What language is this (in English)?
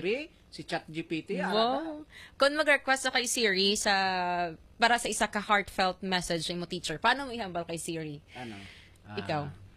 Hiligaynon